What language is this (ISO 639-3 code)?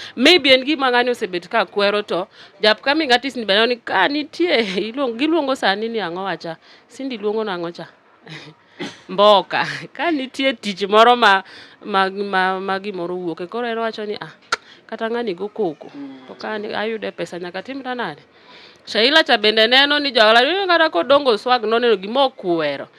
luo